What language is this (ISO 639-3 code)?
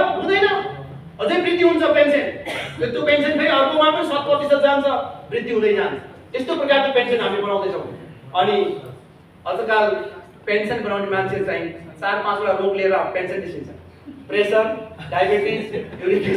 nep